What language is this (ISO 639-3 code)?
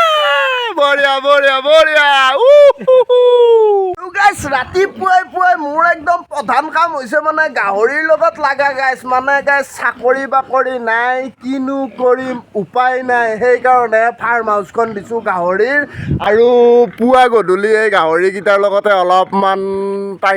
asm